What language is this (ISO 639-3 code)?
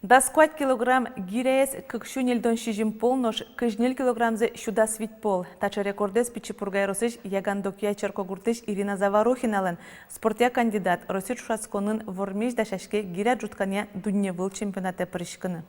udm